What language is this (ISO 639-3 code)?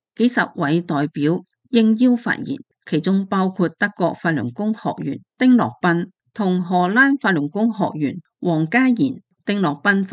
yue